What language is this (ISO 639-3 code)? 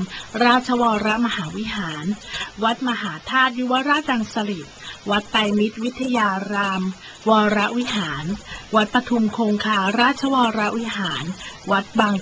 tha